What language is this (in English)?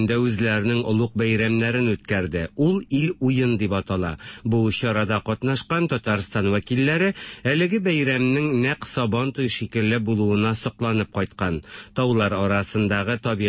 Tatar